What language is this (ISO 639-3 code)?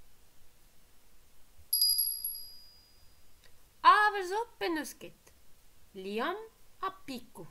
bre